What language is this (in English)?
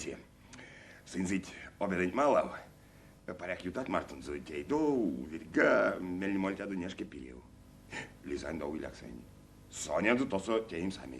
Erzya